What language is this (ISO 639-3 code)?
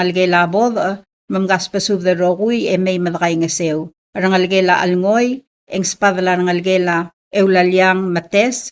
pau